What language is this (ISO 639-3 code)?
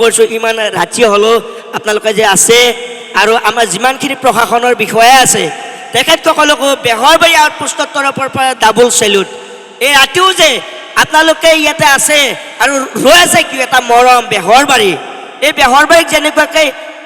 asm